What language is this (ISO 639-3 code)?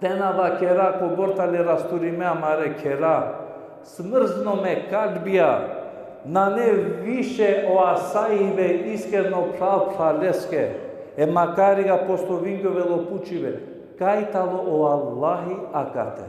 rmn